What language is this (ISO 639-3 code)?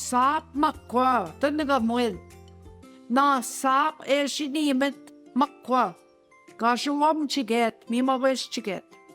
ojc